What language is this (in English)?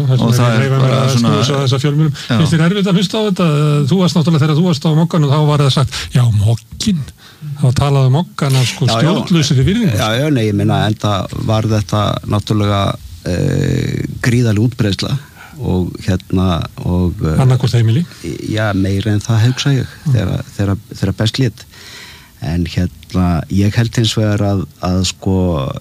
Icelandic